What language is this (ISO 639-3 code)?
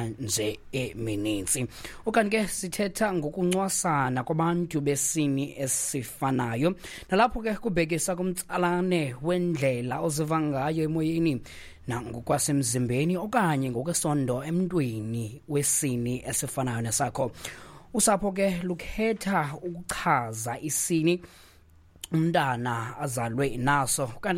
xho